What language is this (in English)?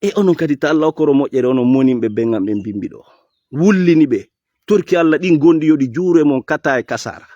Fula